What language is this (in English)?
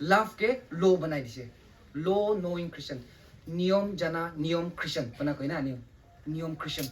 Rongmei Naga